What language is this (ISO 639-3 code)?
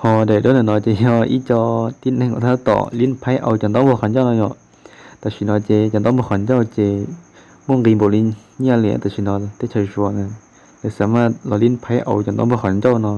hmn